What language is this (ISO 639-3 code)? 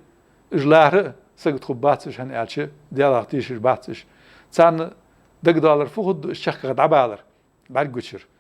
inh